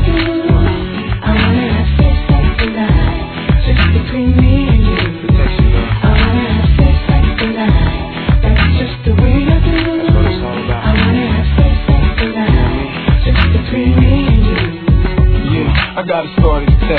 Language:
English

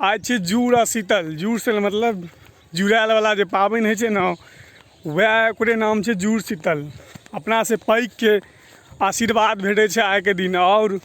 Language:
Maithili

